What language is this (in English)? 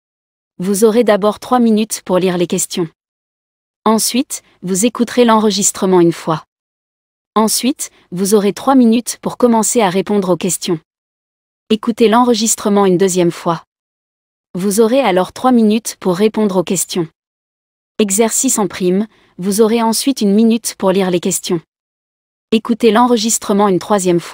French